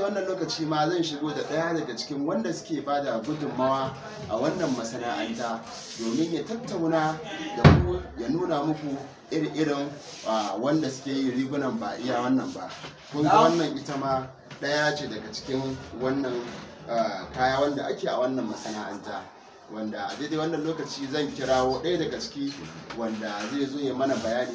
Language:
Hausa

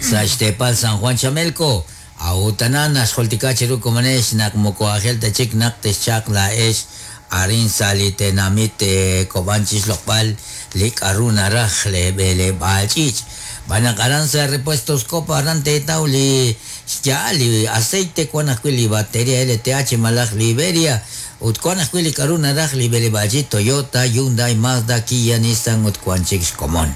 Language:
Kekchí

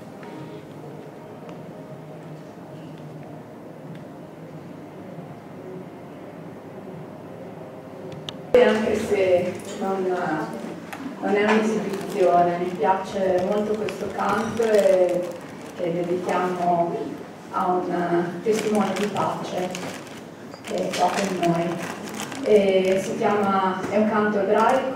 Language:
Italian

